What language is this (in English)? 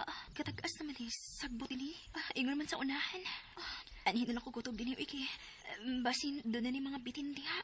Cebuano